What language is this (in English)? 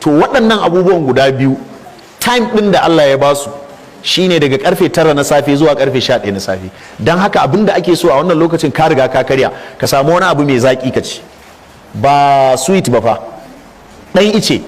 Hausa